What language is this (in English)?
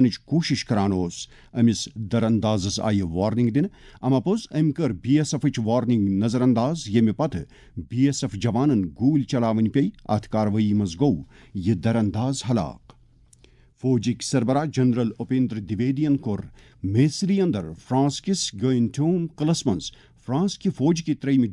Kashmiri